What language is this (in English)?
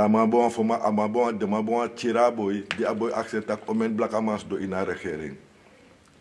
Sranan Tongo